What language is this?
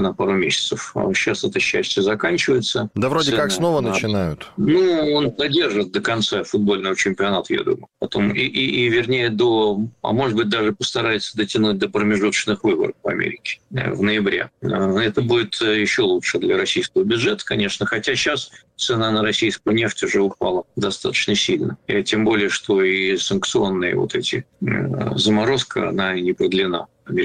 Russian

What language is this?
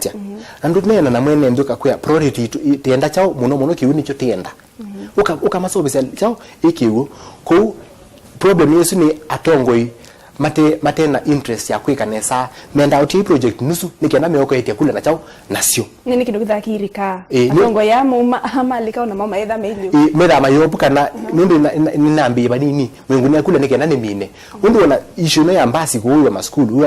Kamba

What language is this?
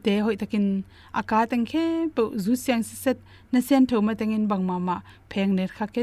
Tedim Chin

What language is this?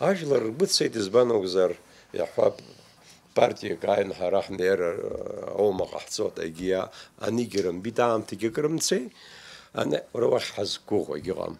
Abkhazian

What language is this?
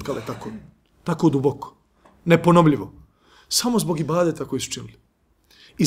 Bosnian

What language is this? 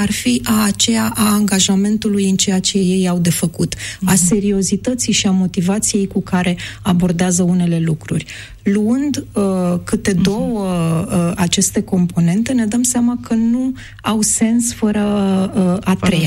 Romanian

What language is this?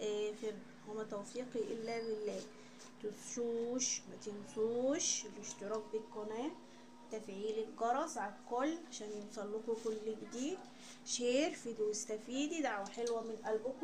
Egyptian Arabic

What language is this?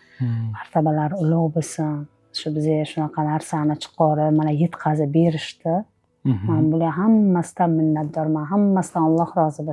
Uzbek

